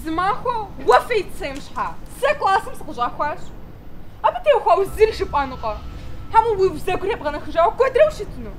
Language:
Kabardian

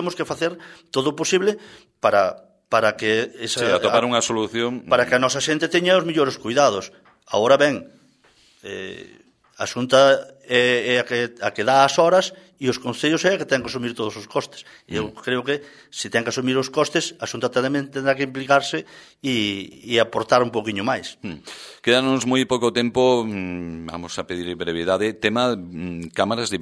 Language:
Galician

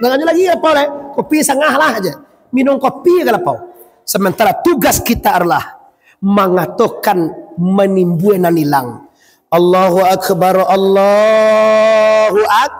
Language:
Minangkabau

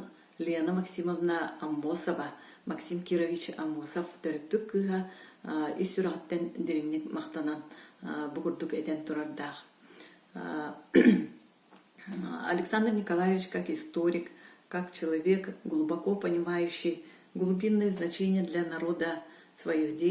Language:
Yakut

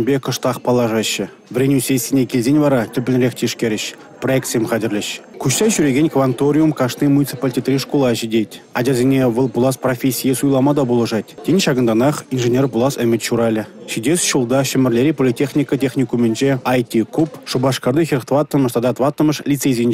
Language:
Chuvash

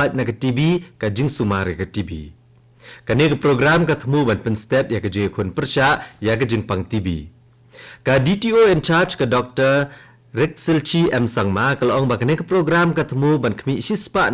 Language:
Khasi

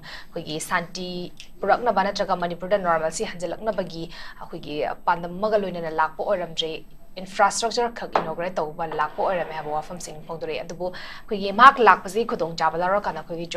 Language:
Manipuri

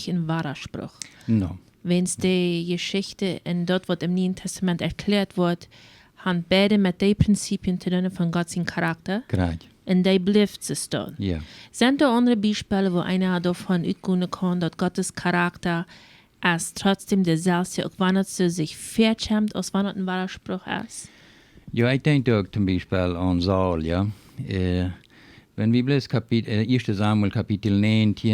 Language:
Plautdietsch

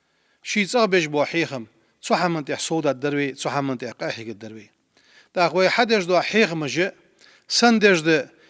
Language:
Ingush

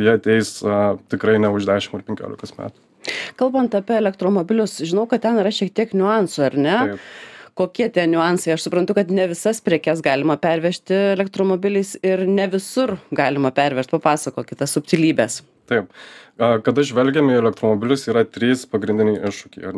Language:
Lithuanian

